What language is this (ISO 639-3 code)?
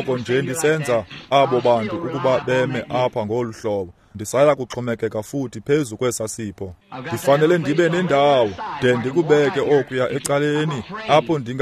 xho